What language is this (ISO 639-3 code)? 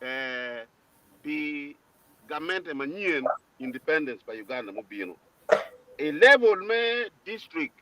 ach